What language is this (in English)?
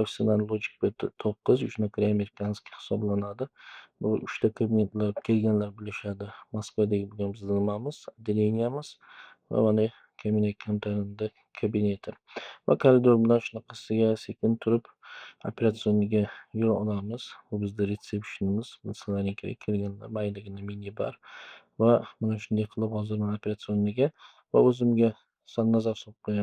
Uzbek